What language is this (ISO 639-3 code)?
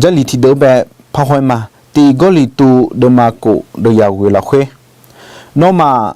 ahk